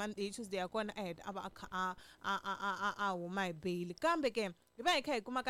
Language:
Tsonga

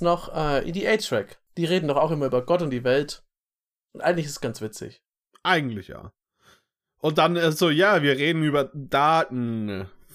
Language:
German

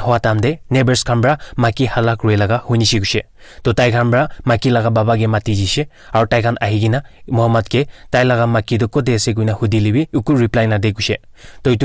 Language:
Naga Pidgin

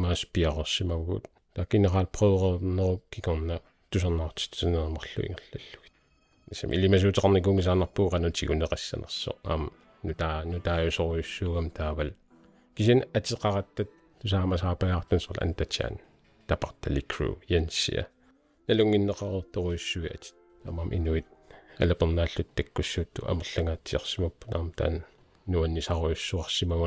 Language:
Kalaallisut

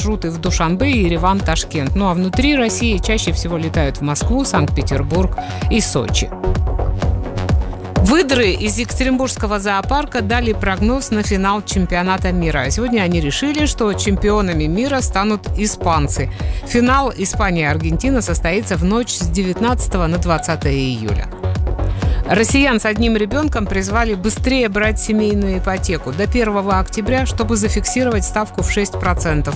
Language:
Russian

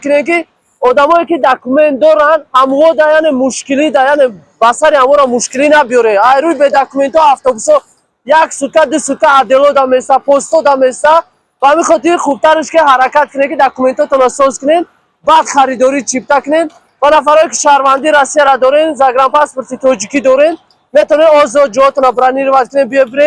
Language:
Tajik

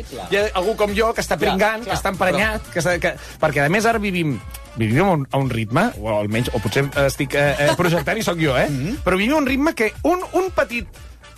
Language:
Catalan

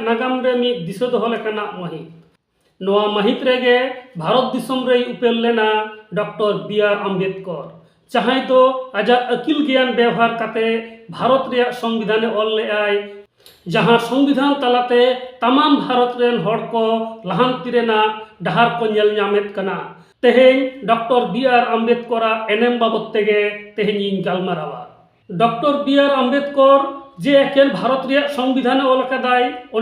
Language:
Santali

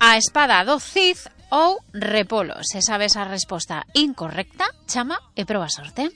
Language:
Galician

